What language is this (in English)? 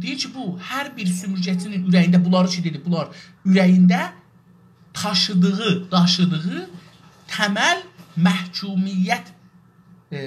South Azerbaijani